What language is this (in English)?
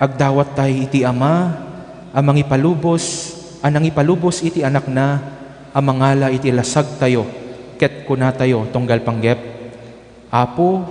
Iloko